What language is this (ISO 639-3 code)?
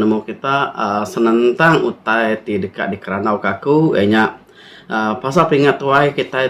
iba